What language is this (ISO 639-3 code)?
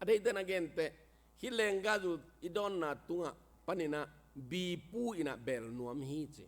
ctd